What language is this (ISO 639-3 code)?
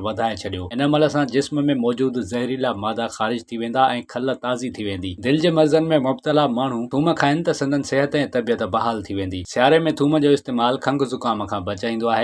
snd